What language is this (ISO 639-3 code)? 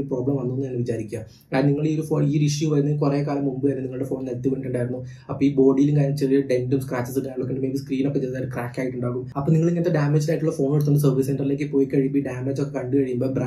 mal